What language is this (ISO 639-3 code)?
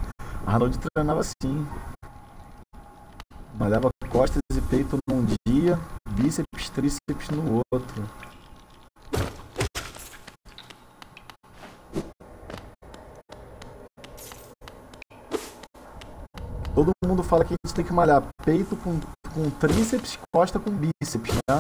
por